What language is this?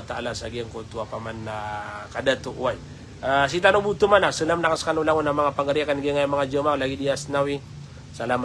Maranao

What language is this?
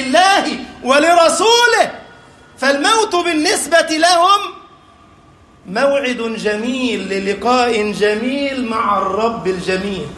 Arabic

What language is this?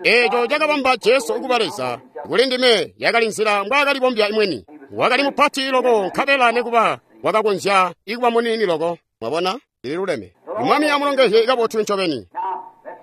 Tonga (Zambia)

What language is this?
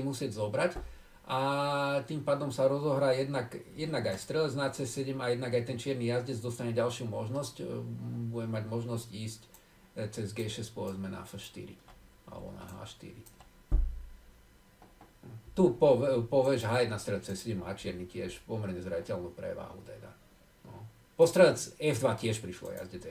Slovak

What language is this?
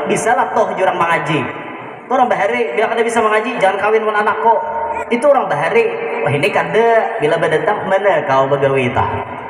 Banjar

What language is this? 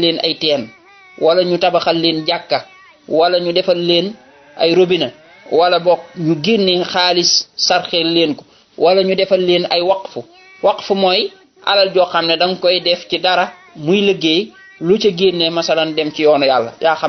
Wolof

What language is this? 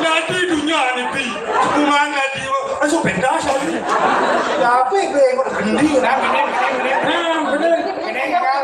Balinese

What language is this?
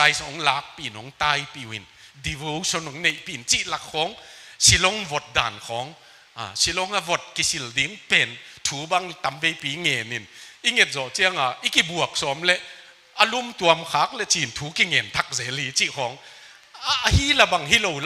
Tedim Chin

